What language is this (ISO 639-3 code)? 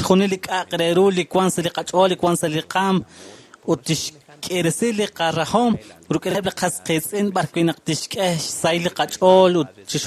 kek